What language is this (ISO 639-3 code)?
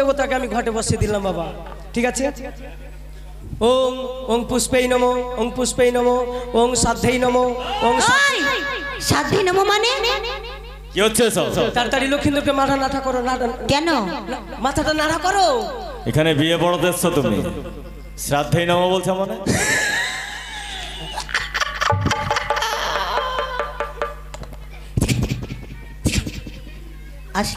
ben